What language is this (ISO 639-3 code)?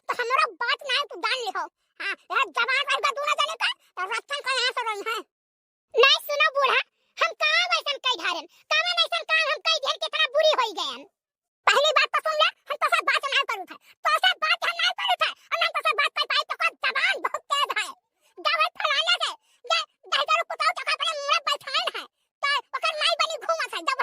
awa